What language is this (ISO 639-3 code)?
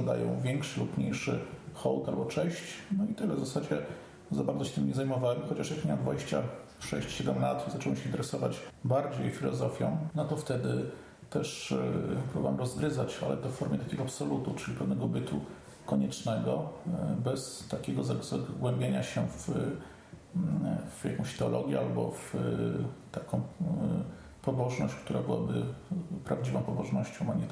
pol